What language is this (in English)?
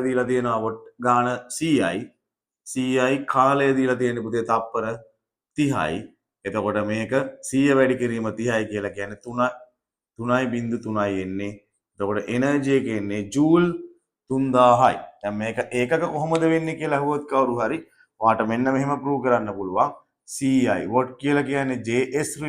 Sinhala